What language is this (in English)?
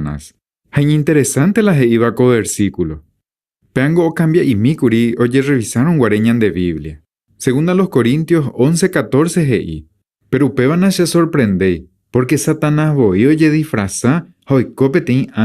Guarani